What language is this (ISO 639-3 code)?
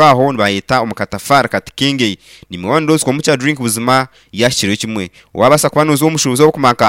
nyn